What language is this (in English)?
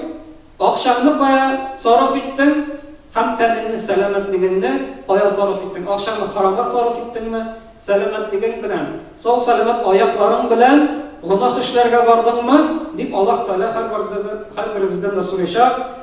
Tatar